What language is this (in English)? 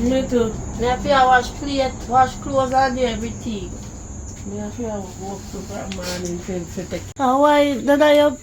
Jamaican Creole English